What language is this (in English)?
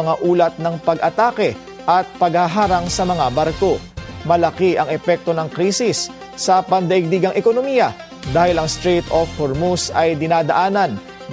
Filipino